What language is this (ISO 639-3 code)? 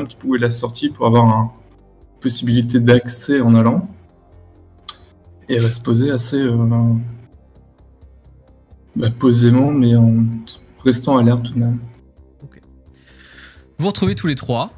fra